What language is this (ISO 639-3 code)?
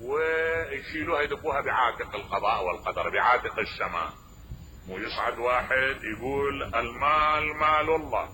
acm